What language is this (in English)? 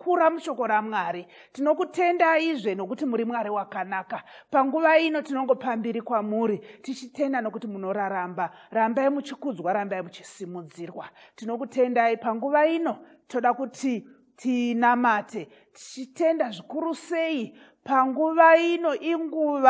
Shona